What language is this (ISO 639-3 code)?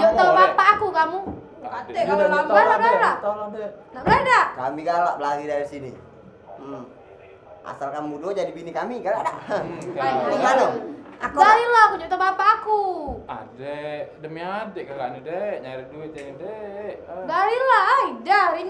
mui